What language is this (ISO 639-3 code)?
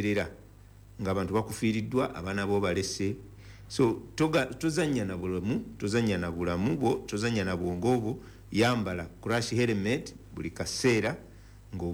lug